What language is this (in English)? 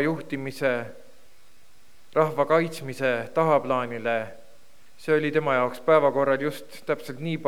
Estonian